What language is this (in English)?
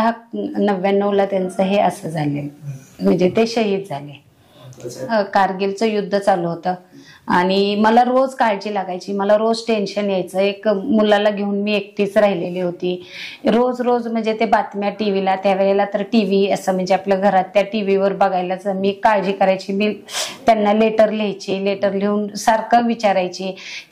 Marathi